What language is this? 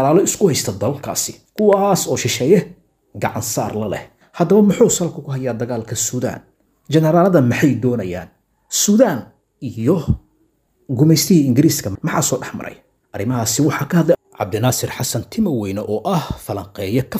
Somali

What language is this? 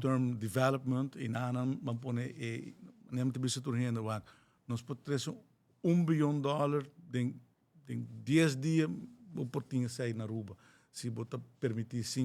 Papiamento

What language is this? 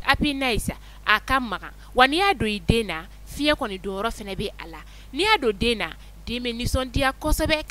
Bambara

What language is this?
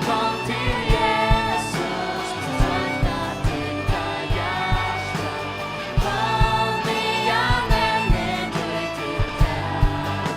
Faroese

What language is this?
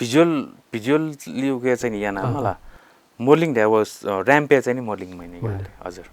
Newari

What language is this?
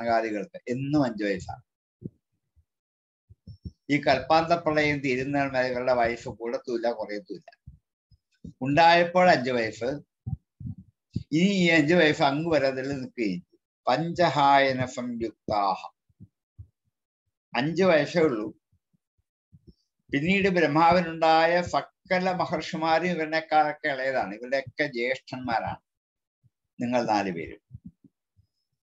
Malayalam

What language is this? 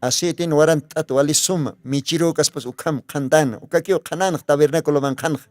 Aymara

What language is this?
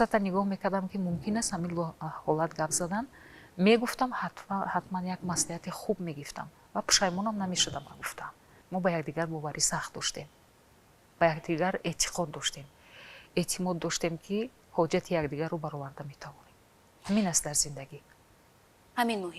Tajik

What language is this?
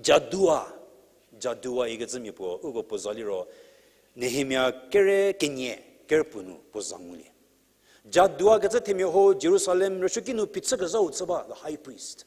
Angami Naga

